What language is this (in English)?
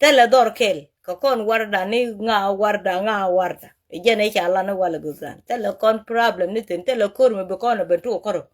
Nuer